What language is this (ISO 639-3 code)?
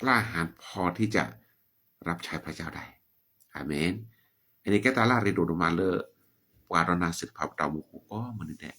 ksw